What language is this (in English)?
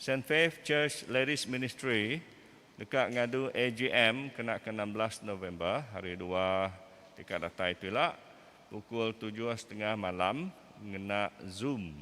Iban